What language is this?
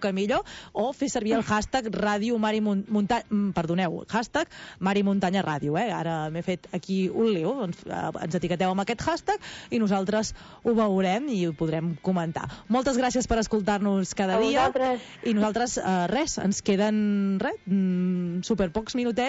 Catalan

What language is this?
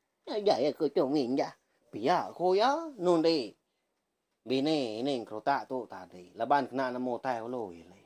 Iban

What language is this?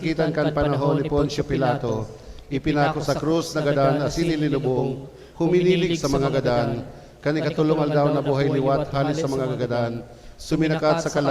Bikol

